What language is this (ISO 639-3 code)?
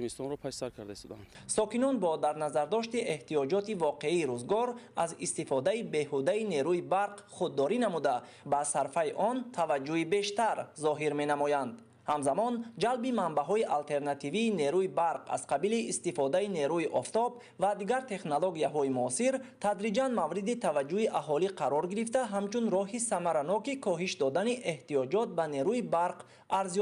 tgk